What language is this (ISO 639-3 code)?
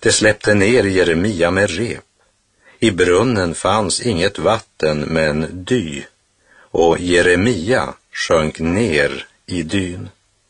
swe